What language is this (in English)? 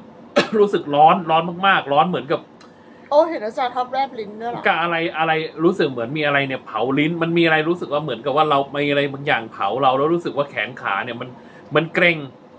Thai